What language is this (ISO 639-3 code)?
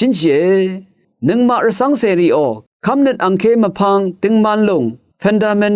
raw